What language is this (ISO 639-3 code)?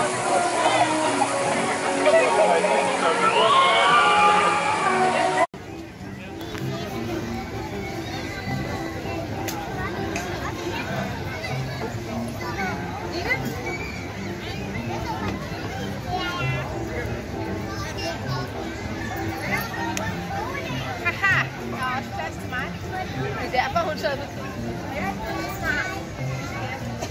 dan